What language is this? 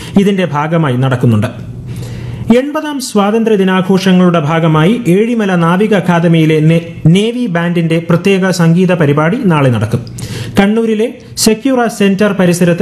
Malayalam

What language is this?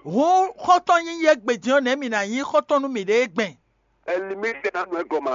Fon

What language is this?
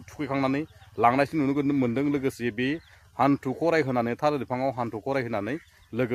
Bodo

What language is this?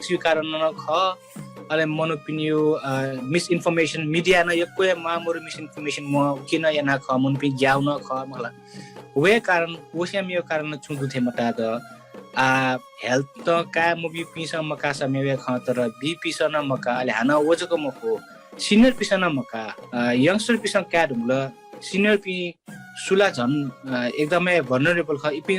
Newari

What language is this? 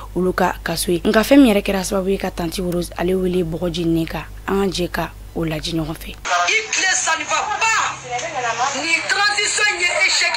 Bambara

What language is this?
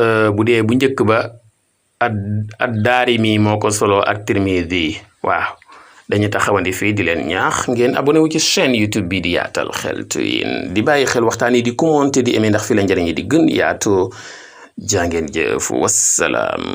Wolof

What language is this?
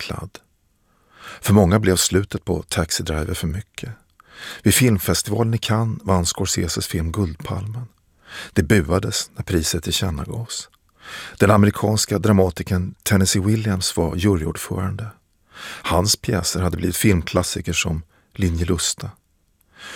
Swedish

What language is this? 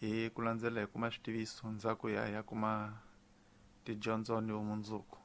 Tsonga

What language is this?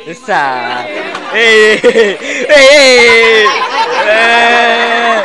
Betawi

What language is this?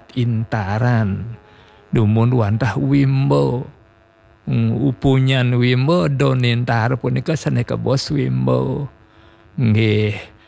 Balinese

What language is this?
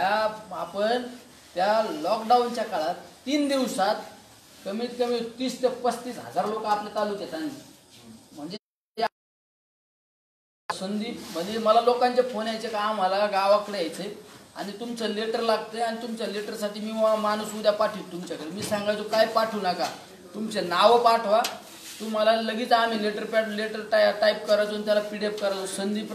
Marathi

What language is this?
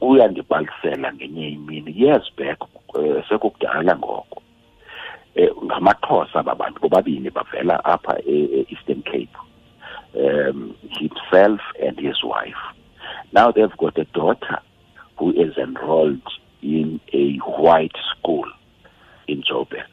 Xhosa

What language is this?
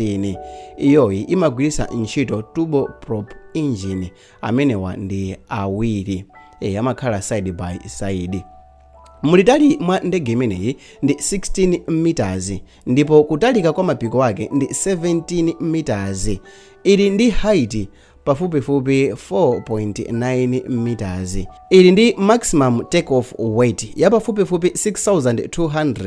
Nyanja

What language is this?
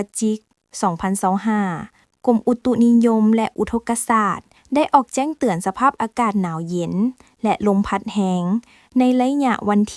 Lao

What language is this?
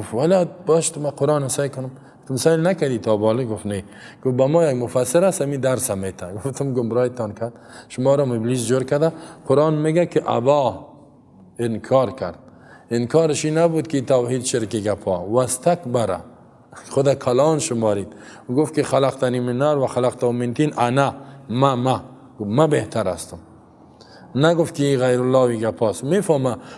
Persian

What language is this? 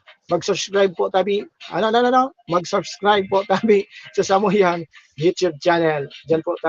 Bikol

